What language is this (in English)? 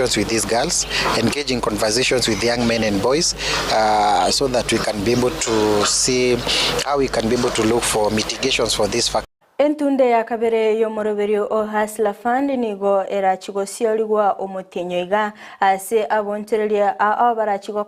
Gusii